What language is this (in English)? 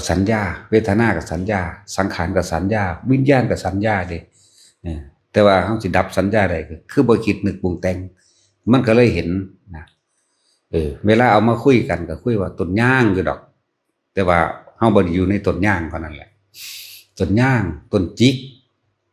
Lao